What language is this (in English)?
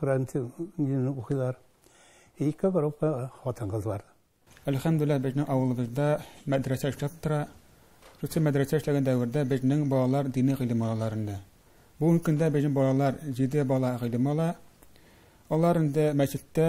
Tatar